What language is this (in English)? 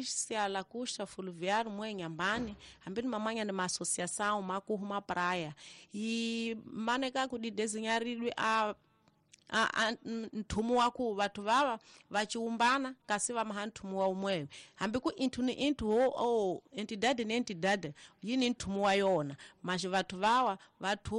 Tsonga